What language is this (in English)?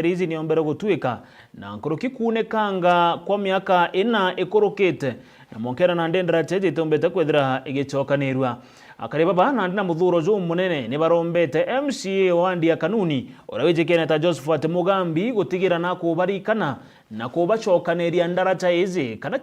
Meru